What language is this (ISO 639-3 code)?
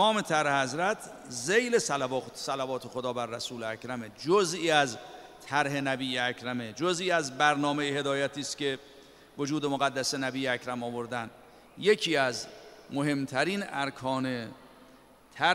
fas